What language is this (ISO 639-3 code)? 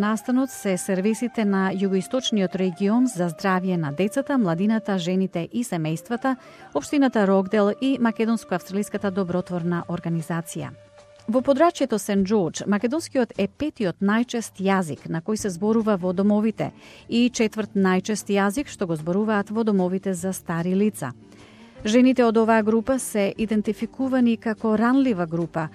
mkd